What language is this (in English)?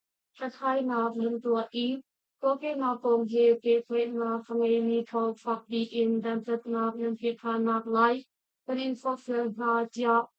Hakha Chin